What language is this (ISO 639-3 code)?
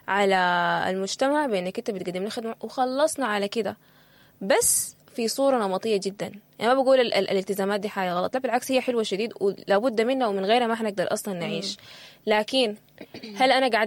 apd